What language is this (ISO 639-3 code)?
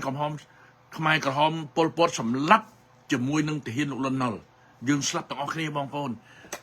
khm